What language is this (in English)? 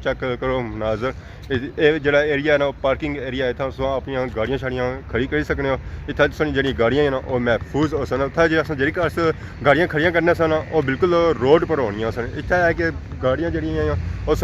Pahari-Potwari